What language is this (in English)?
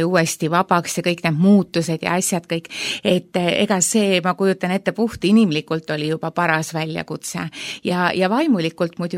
Estonian